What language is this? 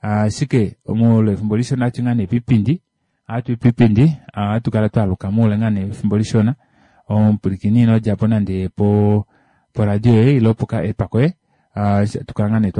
Kuanyama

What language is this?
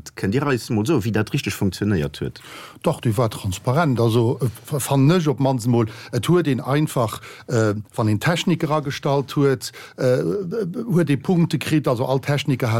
Luxembourgish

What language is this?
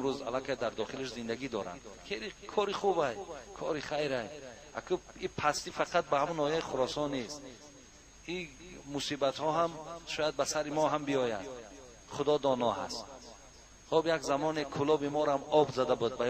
Tajik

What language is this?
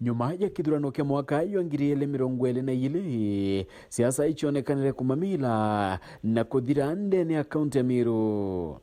Meru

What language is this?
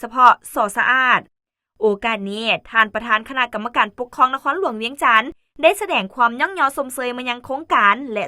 Lao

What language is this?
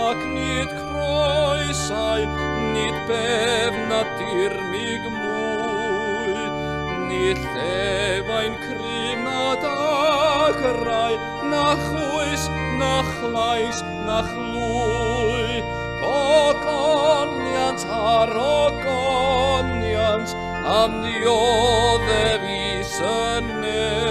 Welsh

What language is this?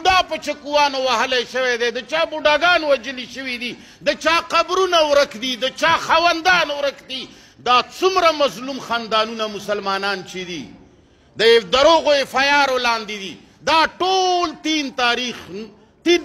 Pashto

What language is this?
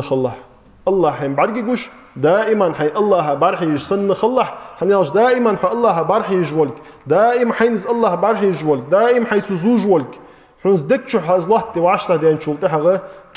Ingush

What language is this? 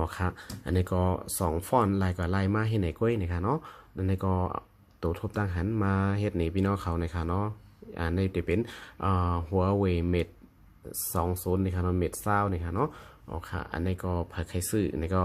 Shan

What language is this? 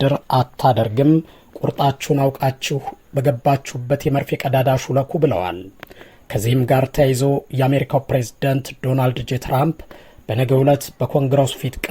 Amharic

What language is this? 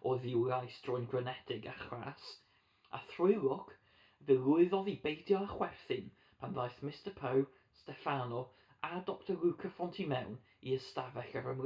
Welsh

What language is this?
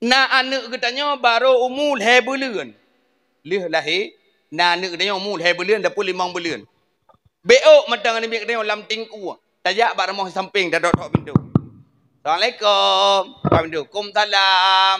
Achinese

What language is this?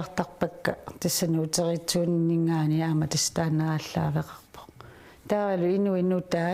Kalaallisut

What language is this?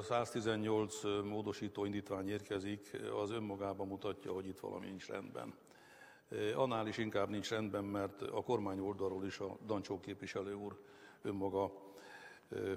Hungarian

